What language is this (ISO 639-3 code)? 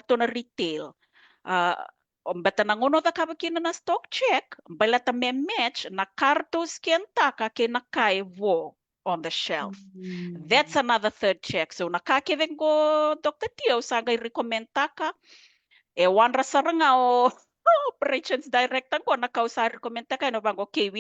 fij